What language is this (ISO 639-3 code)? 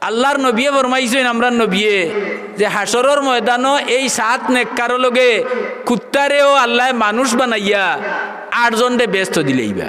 syl